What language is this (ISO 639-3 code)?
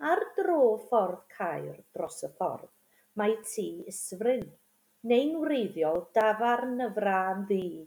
cym